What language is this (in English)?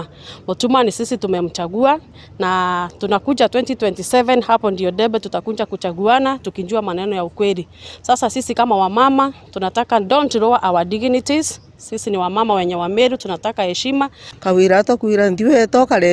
Meru